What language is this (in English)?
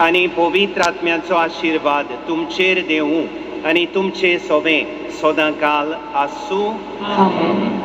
Konkani